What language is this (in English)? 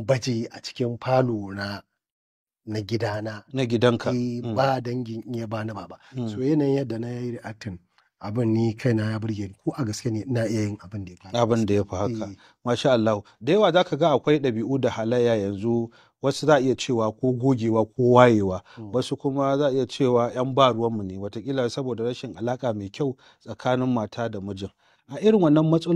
Hausa